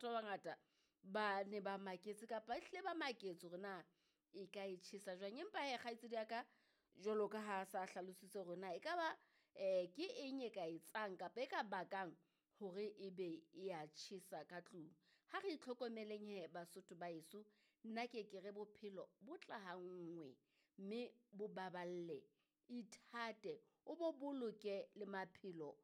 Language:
Southern Sotho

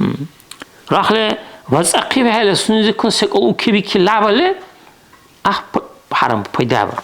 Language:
Dargwa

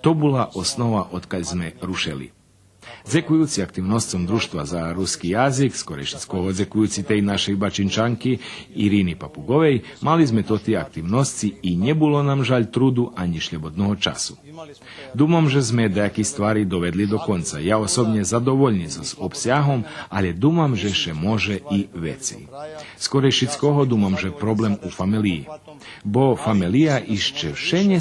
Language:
Rusyn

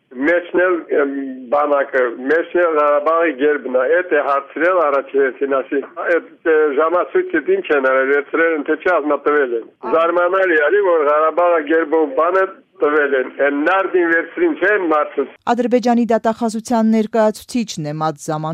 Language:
Armenian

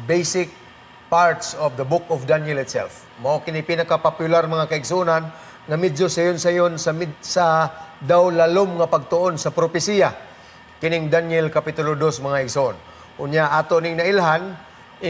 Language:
Cebuano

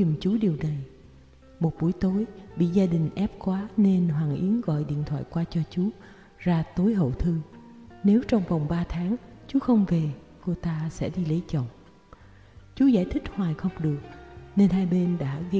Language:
Vietnamese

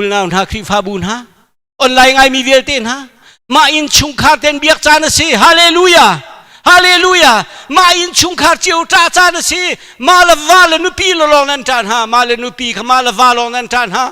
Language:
Hakha Chin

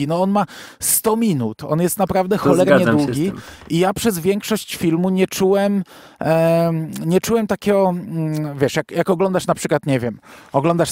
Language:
Polish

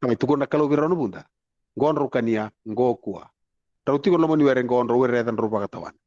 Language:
Fijian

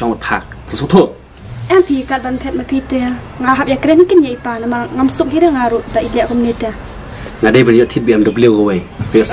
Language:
Khasi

